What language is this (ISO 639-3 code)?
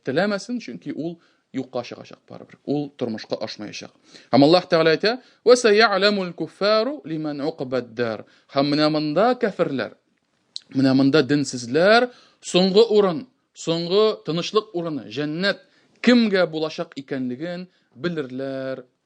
tat